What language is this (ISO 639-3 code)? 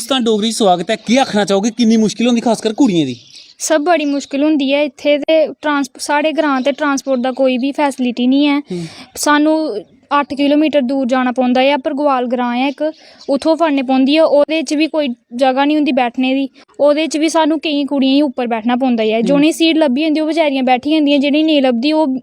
doi